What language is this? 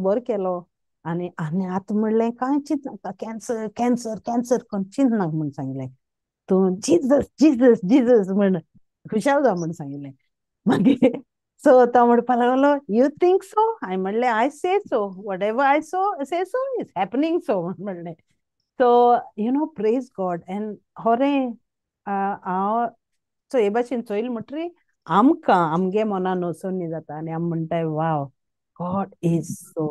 Konkani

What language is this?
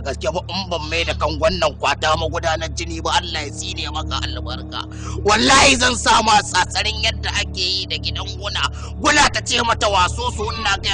Hausa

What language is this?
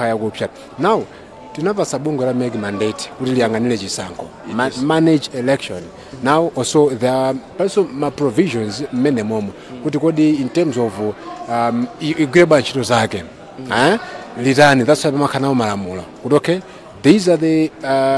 Nyanja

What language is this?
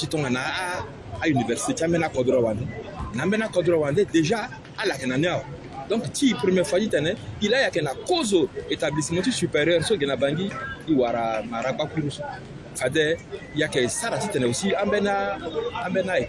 Sango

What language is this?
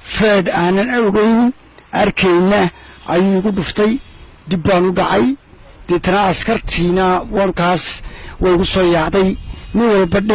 Somali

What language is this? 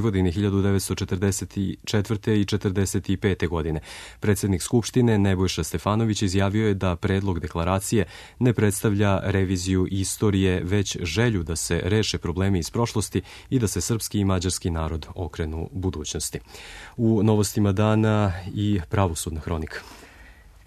Serbian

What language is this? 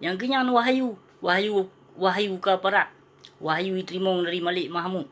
Achinese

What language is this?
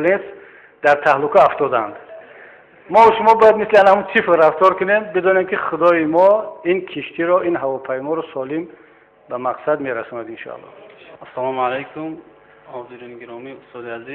Tajik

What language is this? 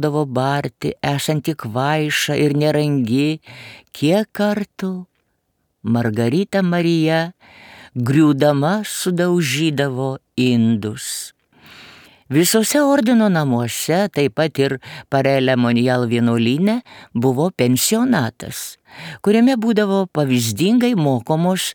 Lithuanian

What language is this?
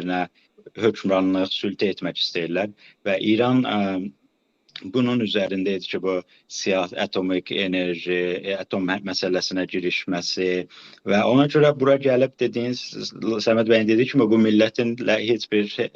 South Azerbaijani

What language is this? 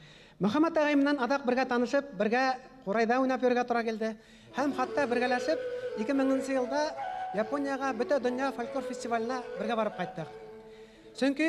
Bashkir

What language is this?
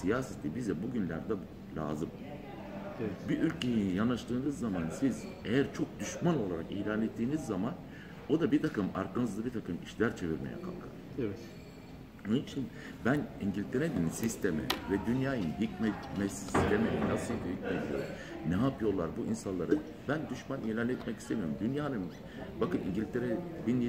Turkish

